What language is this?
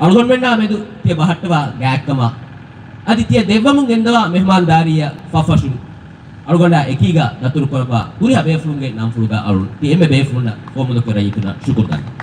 Divehi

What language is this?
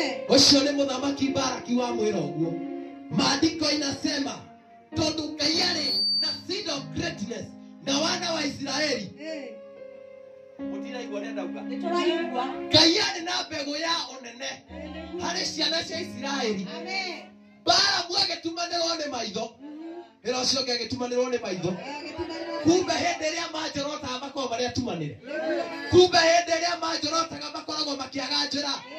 Kikuyu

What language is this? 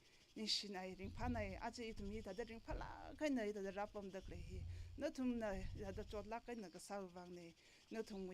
Tangkhul Naga (India)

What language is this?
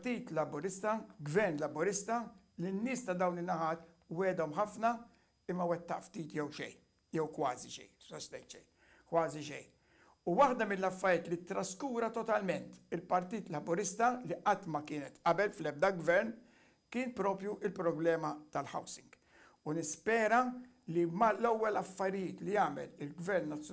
Maltese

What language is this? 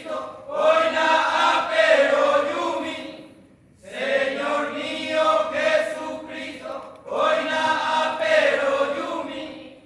Guarani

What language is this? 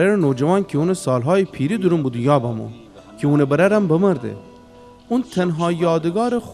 Gilaki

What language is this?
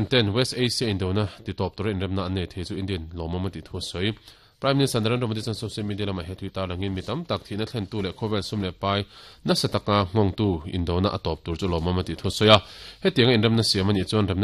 Mizo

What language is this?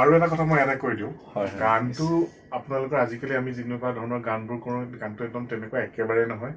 Assamese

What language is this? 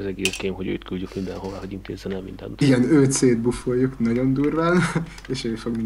Hungarian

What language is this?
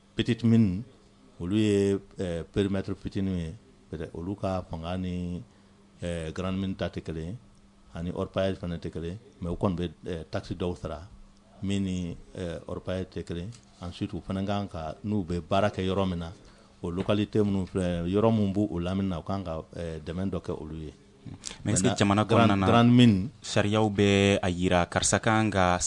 Bambara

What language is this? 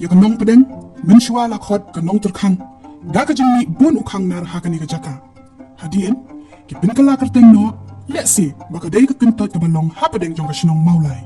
Khasi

